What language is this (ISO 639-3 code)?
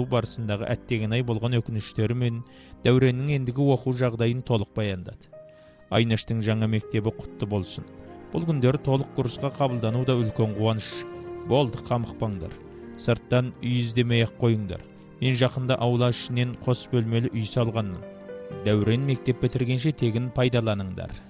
kaz